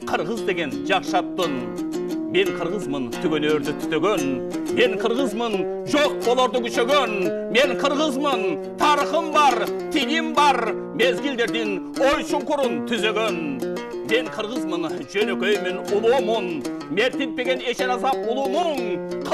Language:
Kyrgyz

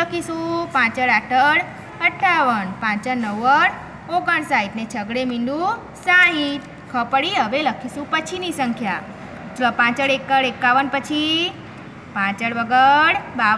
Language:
Gujarati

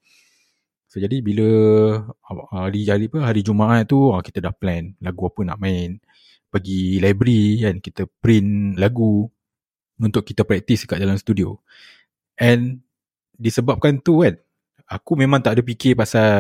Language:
Malay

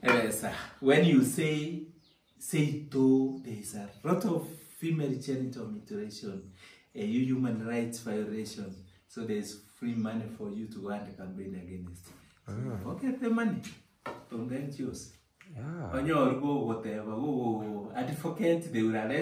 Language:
Gusii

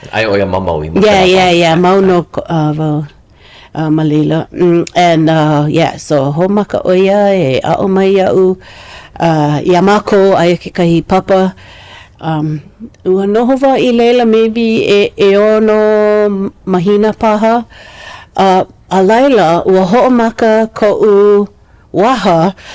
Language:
Hawaiian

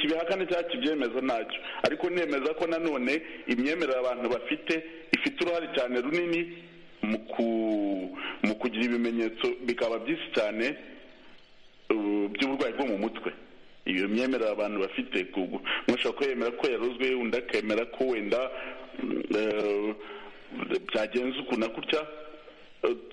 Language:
Kinyarwanda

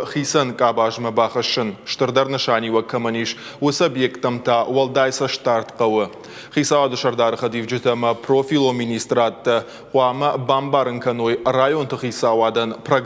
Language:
Ossetic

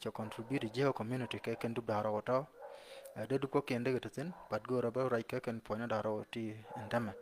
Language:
Nuer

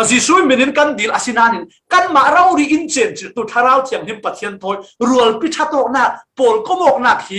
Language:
Falam Chin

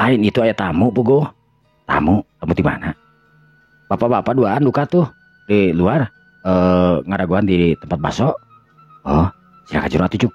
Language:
Sundanese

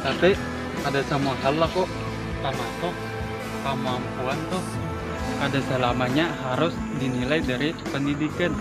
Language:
Banjar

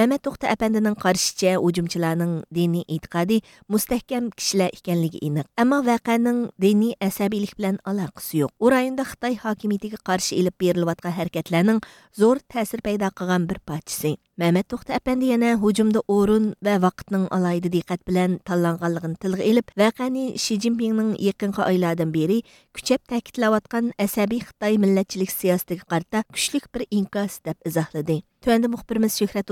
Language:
Uyghur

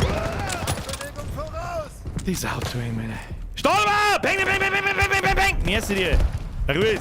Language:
Bavarian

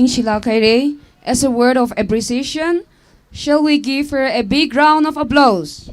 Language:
Tangkhul Naga (India)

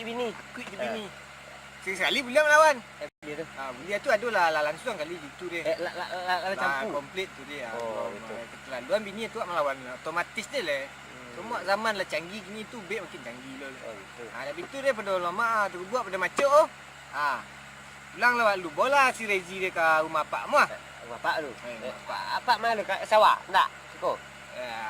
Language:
Minangkabau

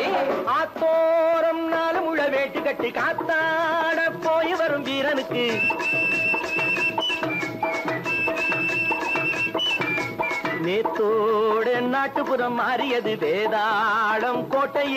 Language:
Tamil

